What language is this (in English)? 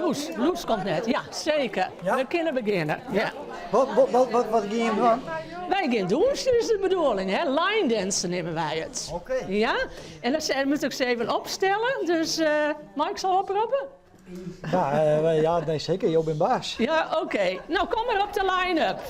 Western Frisian